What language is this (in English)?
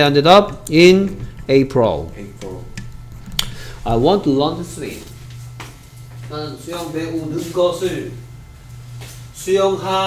Korean